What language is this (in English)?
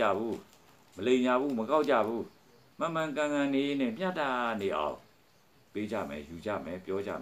Burmese